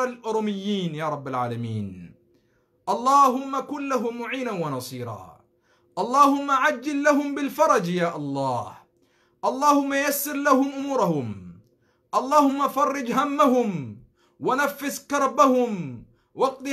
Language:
Oromo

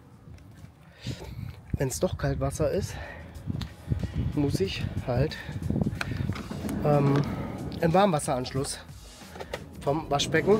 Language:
German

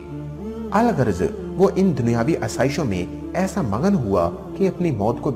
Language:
Urdu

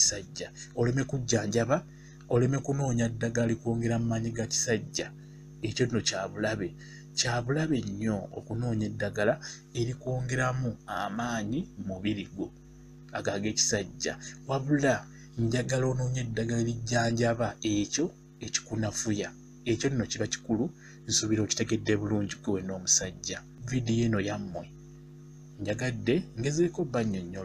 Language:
Ganda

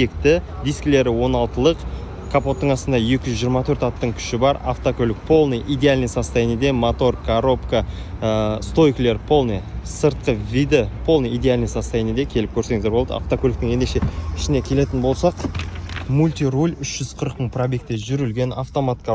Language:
Kazakh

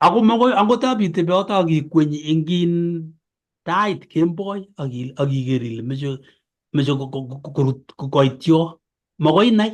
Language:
Kalenjin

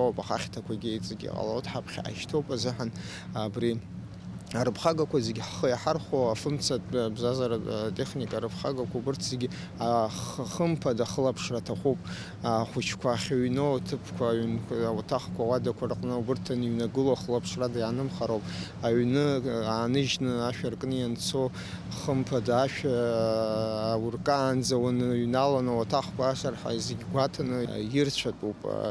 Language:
Abkhazian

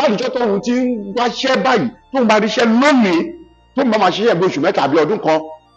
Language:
Yoruba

